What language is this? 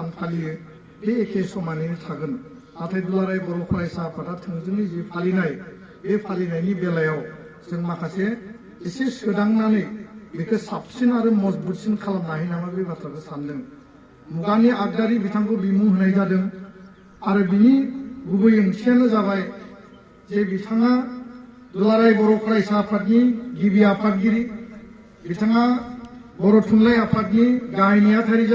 Bodo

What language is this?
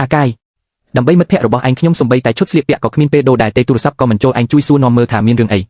Khmer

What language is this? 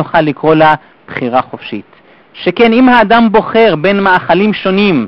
Hebrew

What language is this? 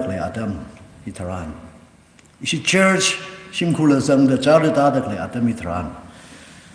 Tangkhul Naga (India)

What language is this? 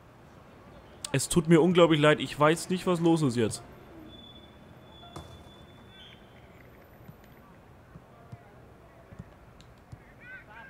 German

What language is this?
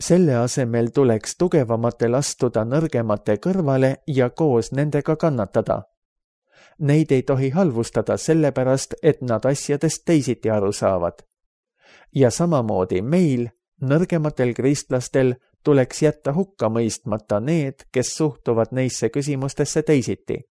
Estonian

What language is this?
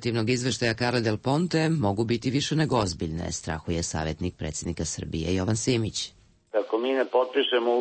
Serbian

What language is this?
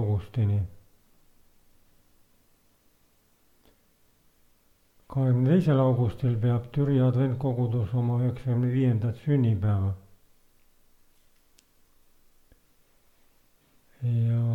Estonian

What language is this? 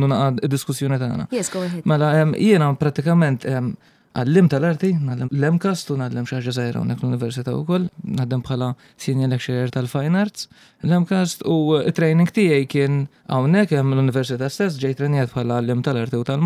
Maltese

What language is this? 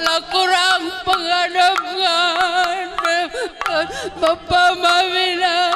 Batak Karo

